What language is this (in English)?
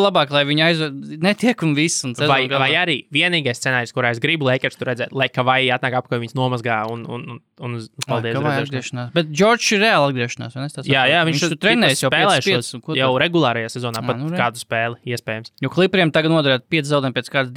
Latvian